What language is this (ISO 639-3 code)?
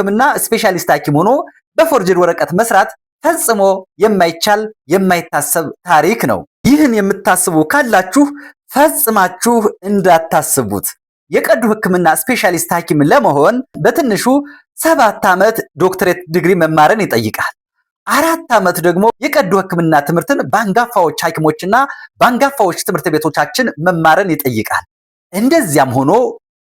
amh